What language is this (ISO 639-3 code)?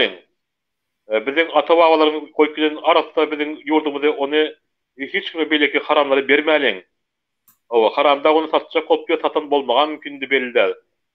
tuk